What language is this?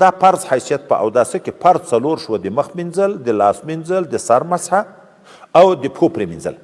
Pashto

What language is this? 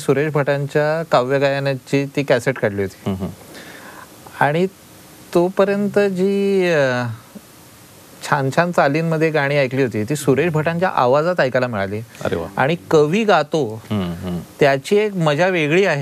Marathi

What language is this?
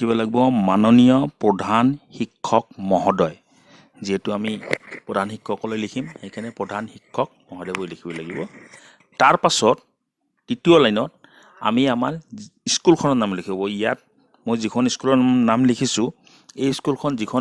Assamese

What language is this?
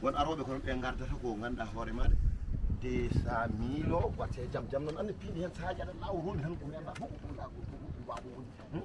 Fula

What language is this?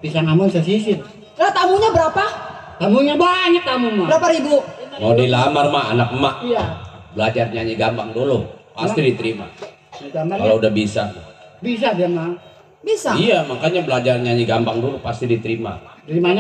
Betawi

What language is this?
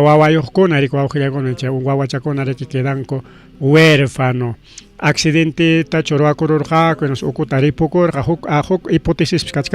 Ayacucho Quechua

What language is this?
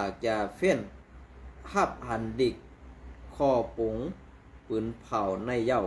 Shan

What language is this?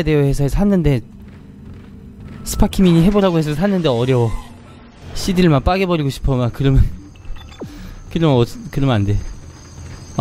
Korean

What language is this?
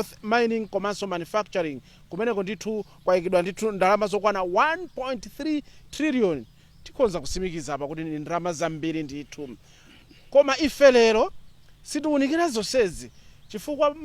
Nyanja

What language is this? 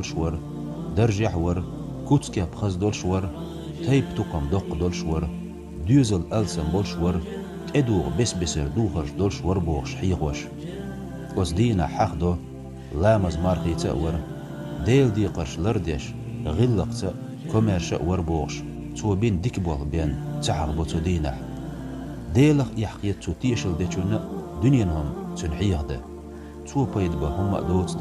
Chechen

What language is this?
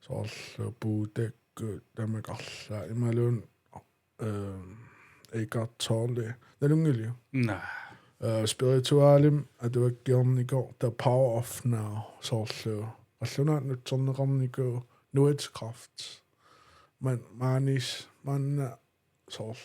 Kalaallisut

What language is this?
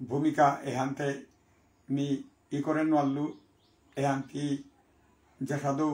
Bishnupriya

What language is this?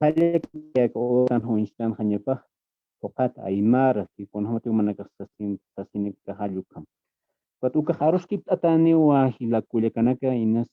Aymara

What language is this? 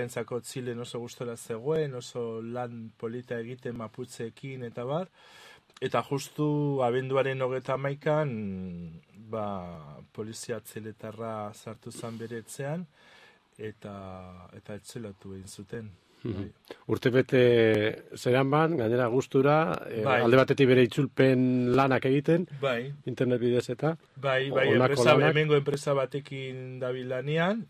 Basque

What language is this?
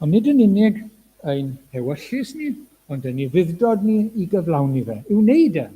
Welsh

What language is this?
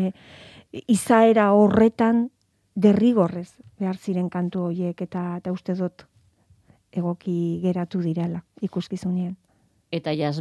Basque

